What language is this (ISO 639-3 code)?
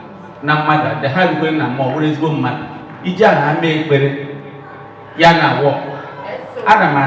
ibo